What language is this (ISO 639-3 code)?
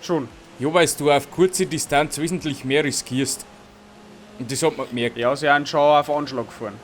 bar